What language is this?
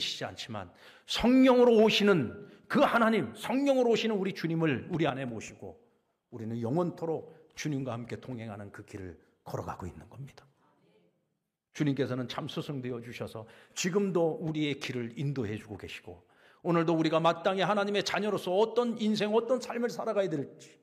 Korean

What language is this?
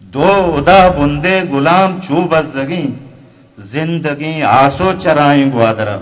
Eastern Balochi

